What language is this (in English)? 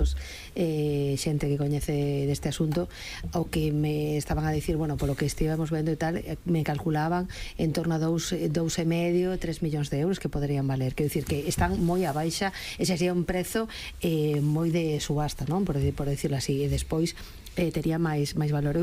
Galician